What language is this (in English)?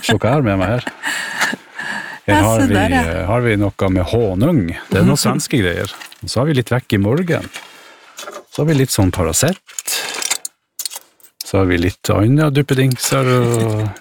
Norwegian